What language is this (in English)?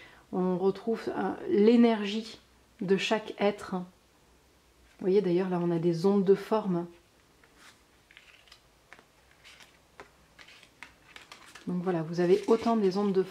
French